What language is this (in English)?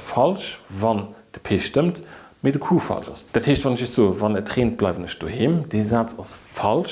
Luxembourgish